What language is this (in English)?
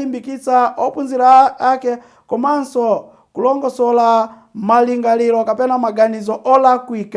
Nyanja